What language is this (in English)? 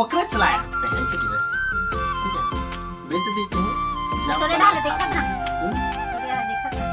Chhattisgarhi